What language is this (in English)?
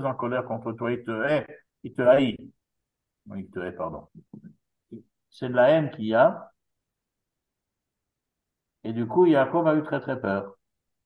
French